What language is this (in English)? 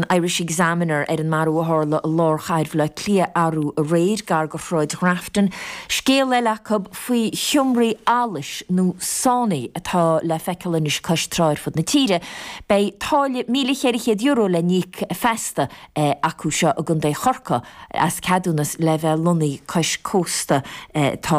Irish